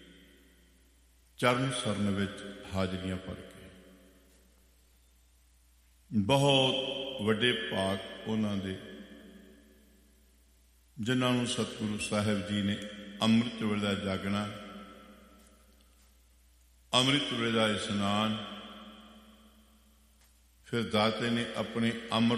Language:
Punjabi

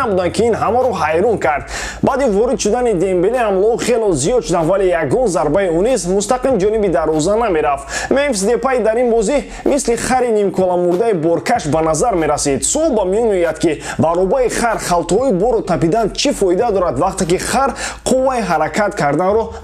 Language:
Tajik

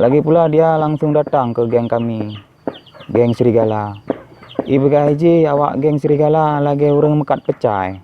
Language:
Achinese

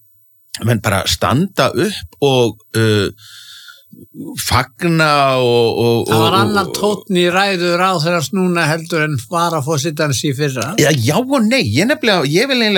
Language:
Icelandic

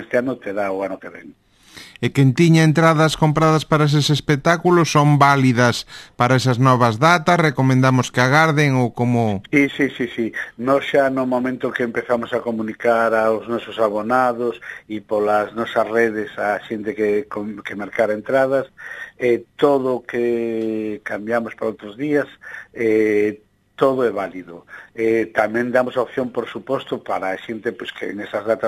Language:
Galician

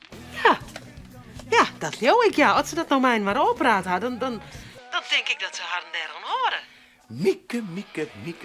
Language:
Western Frisian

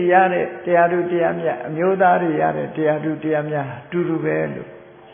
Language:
Burmese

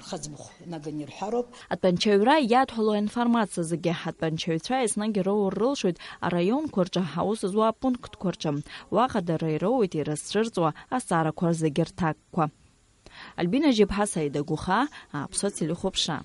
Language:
Abkhazian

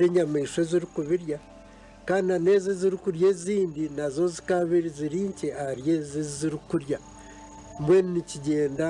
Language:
Nyankole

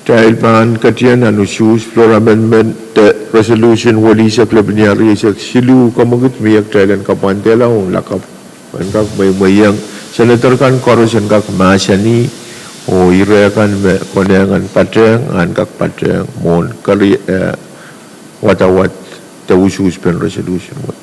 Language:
Pohnpeian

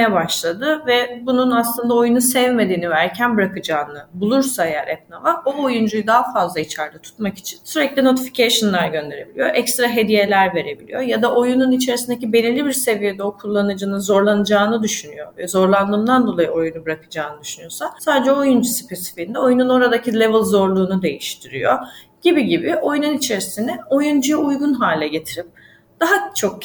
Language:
Turkish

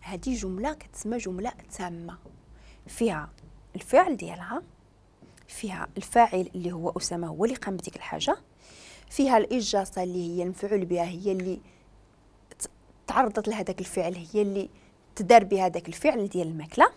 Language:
Moroccan Arabic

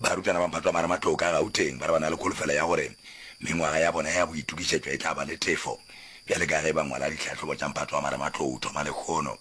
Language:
Northern Sotho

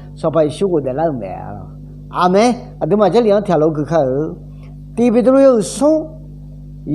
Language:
Akha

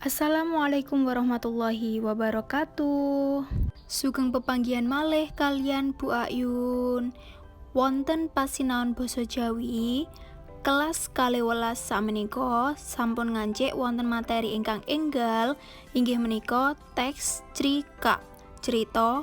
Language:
Javanese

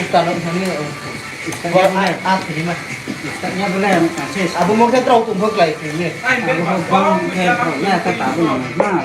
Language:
Riang (India)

